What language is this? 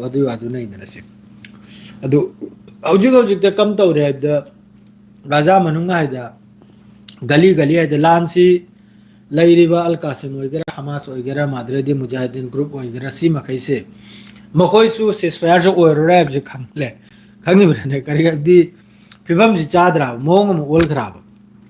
Manipuri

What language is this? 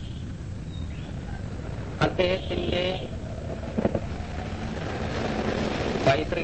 Malayalam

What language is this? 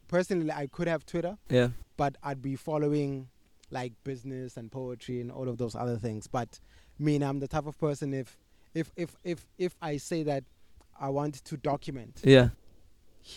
English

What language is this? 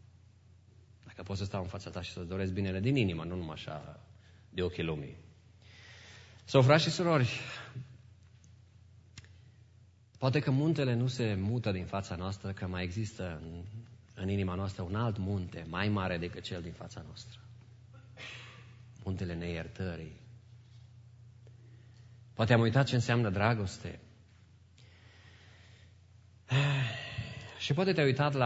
Romanian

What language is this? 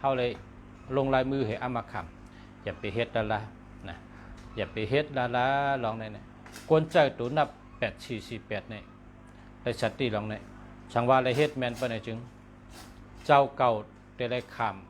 Shan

